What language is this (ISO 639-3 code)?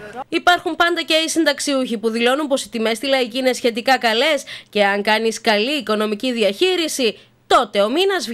ell